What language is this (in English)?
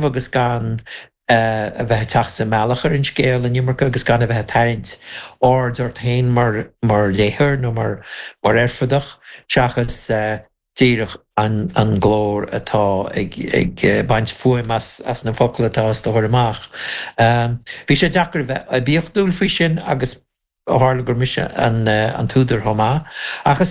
Irish